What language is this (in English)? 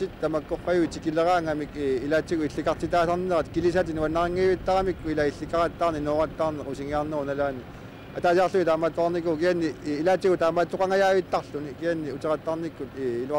Kalaallisut